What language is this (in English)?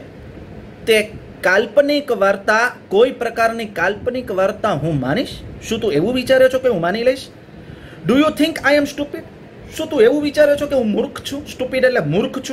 Gujarati